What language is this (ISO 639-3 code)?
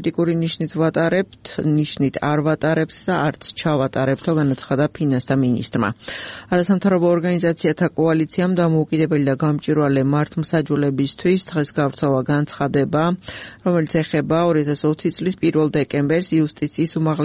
kat